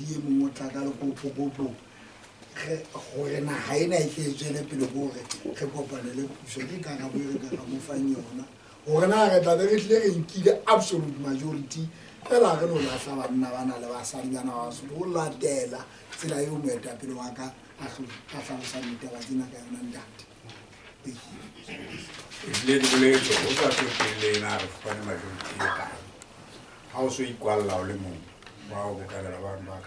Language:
Southern Sotho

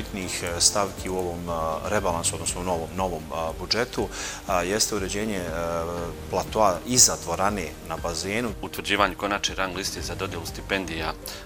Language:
Bosnian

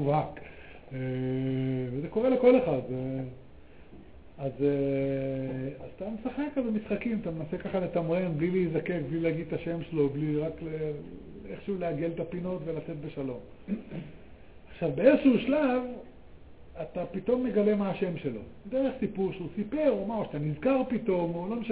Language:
Hebrew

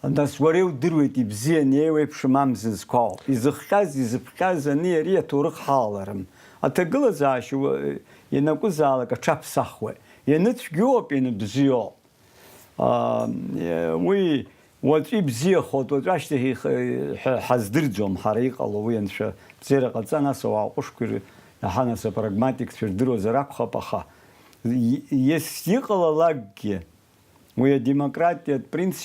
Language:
Abkhazian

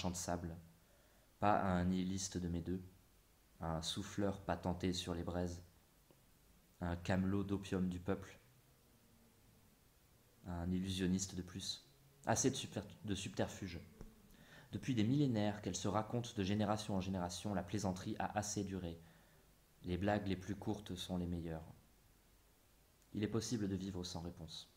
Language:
French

